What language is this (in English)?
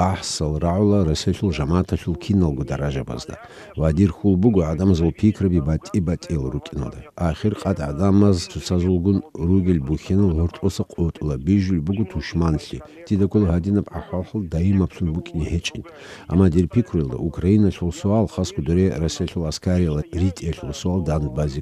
Avaric